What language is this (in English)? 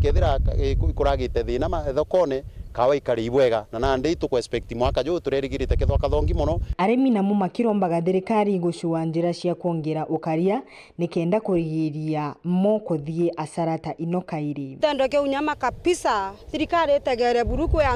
Meru